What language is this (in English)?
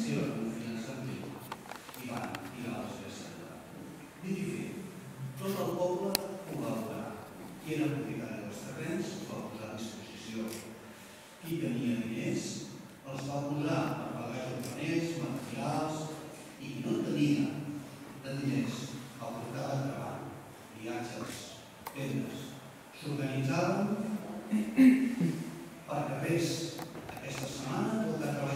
Catalan